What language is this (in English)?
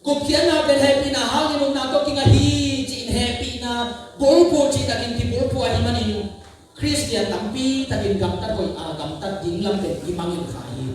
Tedim Chin